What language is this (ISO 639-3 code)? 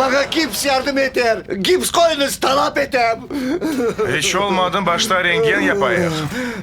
crh